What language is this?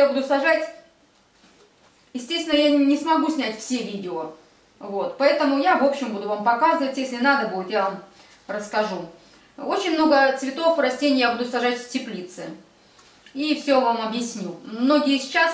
Russian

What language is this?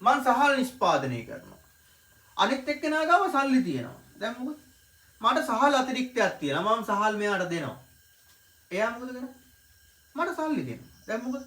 Sinhala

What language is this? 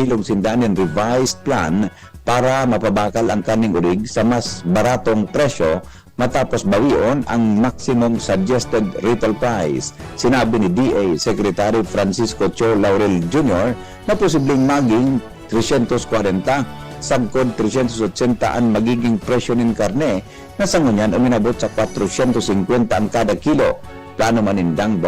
Bikol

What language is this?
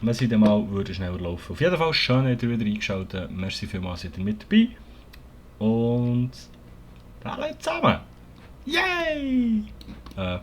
Swiss German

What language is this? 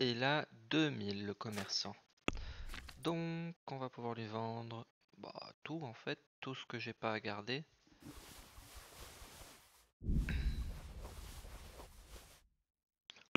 French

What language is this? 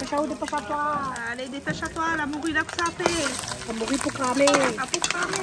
Réunion Creole French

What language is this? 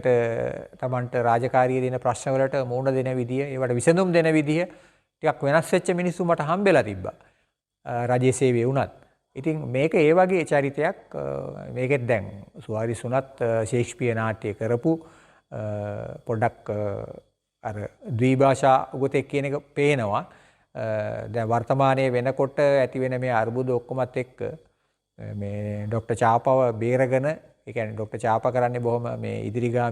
Sinhala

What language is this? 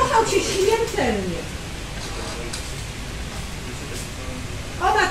Polish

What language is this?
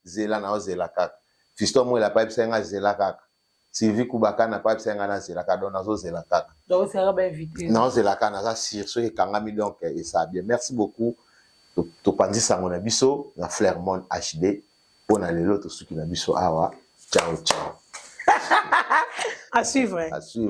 Lingala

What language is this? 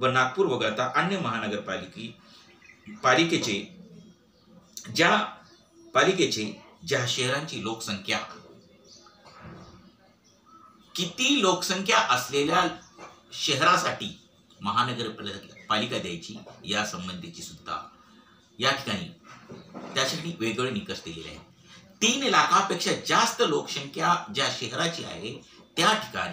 Marathi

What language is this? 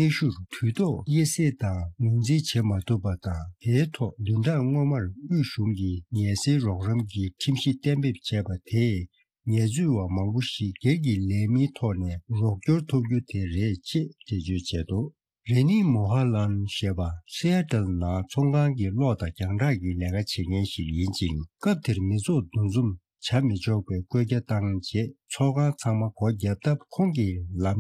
Tibetan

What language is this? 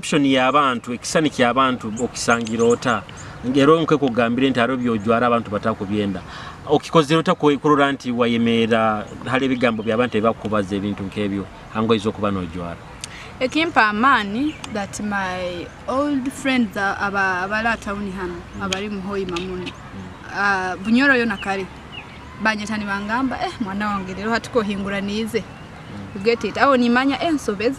Nyoro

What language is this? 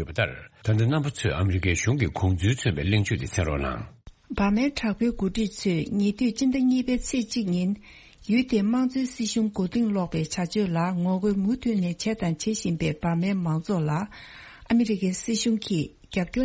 Tibetan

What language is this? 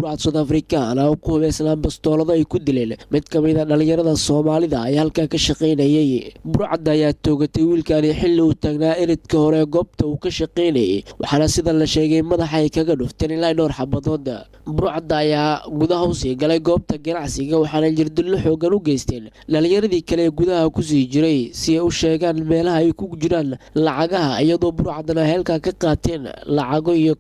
Somali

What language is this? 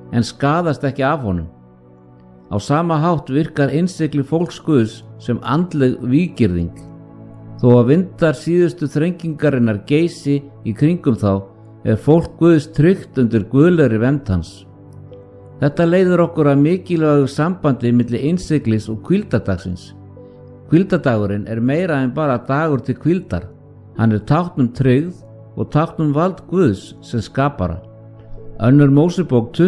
Icelandic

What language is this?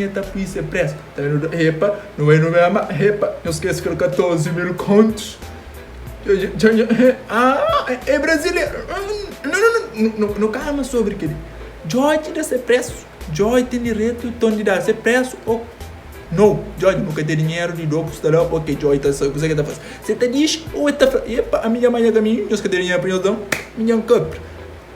Kabuverdianu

